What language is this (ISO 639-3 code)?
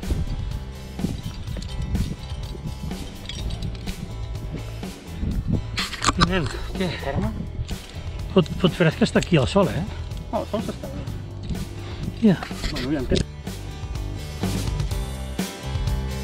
cat